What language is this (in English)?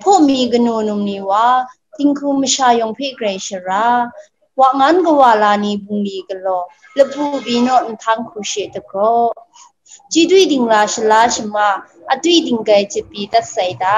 Kachin